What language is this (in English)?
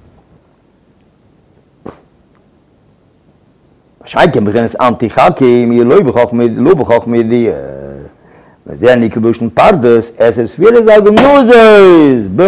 Hebrew